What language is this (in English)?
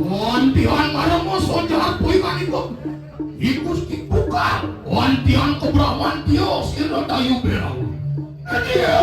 Balinese